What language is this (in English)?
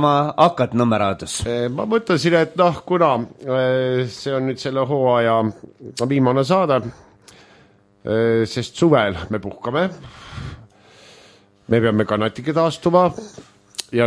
Estonian